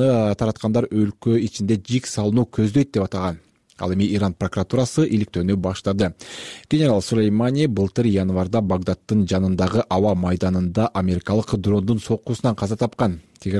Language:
Kyrgyz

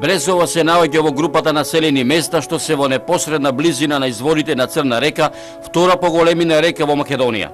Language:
Macedonian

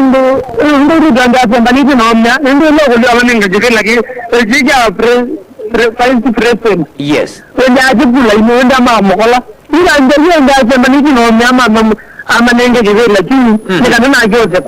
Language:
Kamba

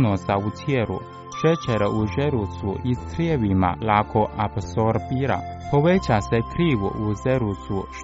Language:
Croatian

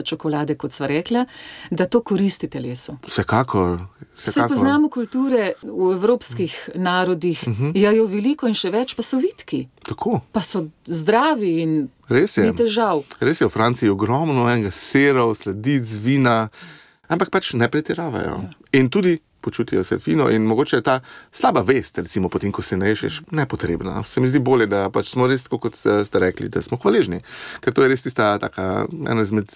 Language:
Slovenian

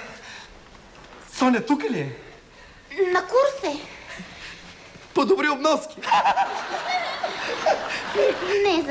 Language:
Bulgarian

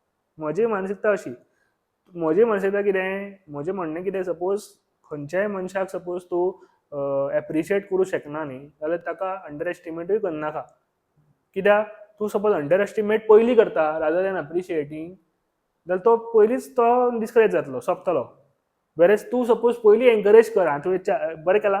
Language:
Konkani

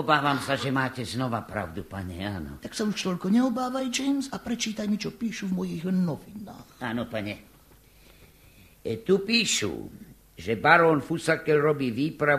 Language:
Slovak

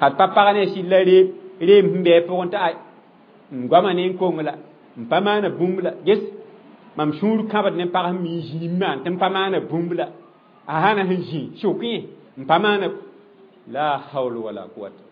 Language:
Mossi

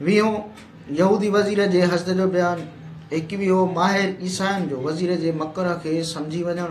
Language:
Sindhi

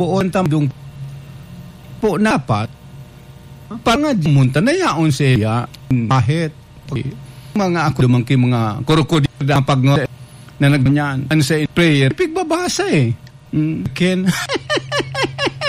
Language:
Bikol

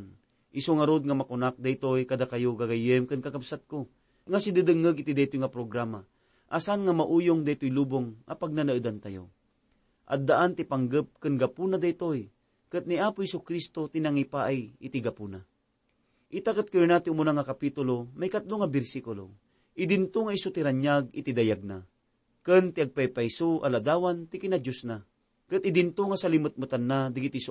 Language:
Iloko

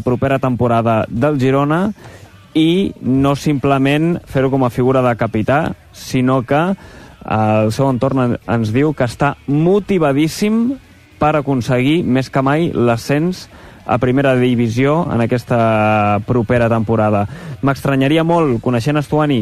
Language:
Catalan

